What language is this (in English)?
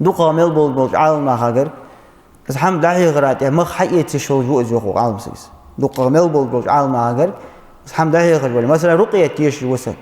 Ingush